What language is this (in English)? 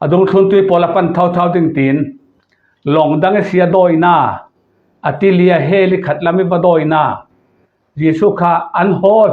Falam Chin